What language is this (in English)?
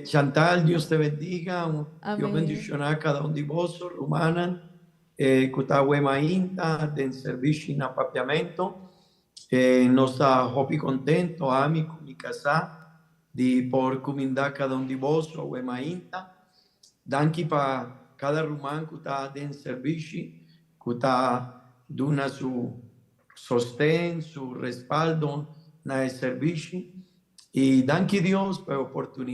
Papiamento